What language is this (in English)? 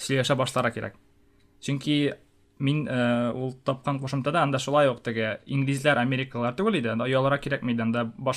Tatar